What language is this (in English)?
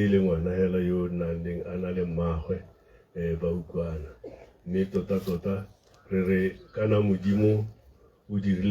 Tswana